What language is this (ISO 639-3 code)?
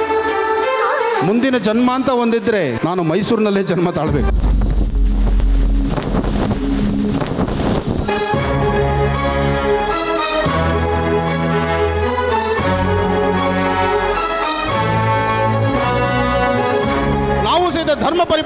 kan